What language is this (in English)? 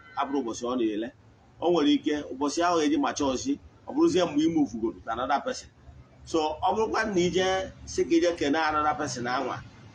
Igbo